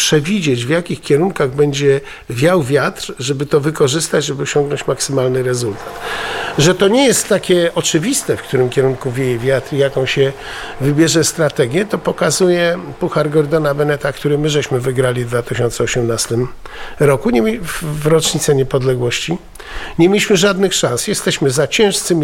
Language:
Polish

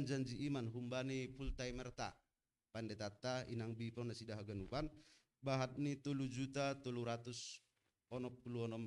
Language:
Batak Simalungun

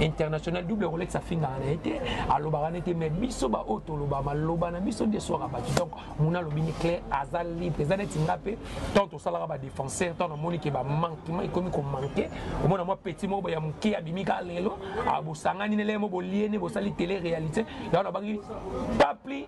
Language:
Lingala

